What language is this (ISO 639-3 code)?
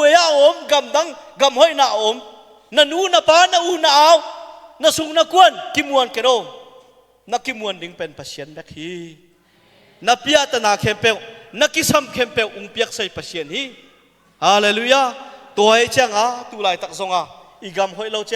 ctd